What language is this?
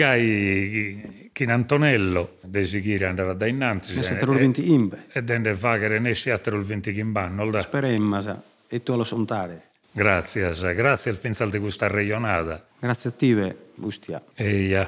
Sardinian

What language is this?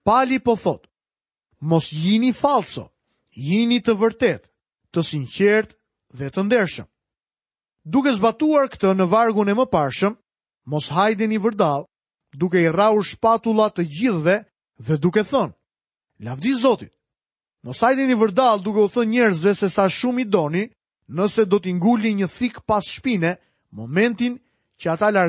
Albanian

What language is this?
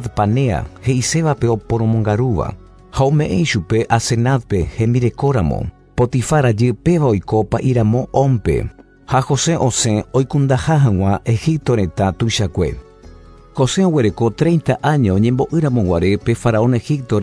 Guarani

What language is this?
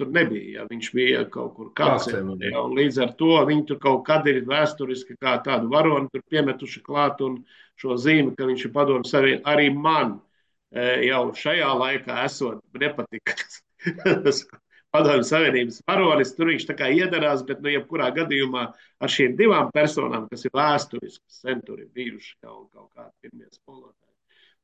Latvian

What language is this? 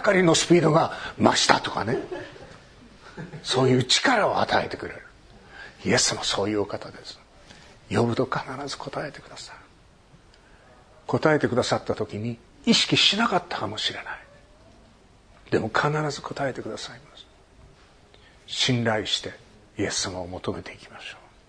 Japanese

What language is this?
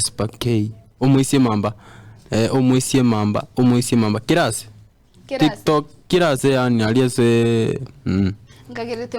Gusii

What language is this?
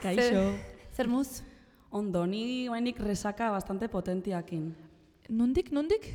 Basque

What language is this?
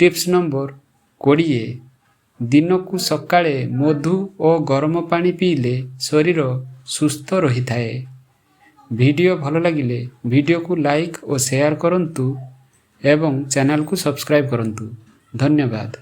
Odia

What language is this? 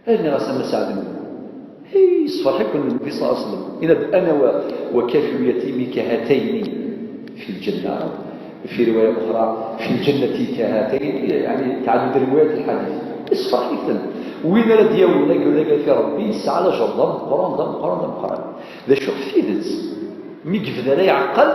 Kabyle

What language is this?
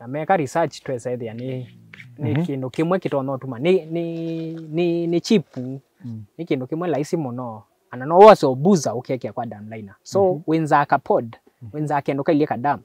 Kamba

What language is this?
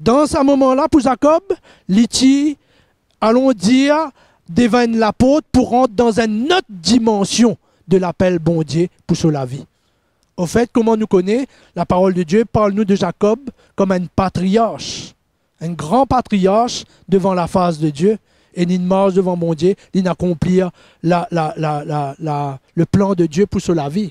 Morisyen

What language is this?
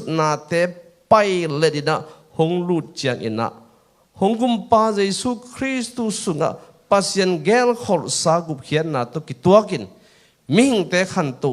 Tedim Chin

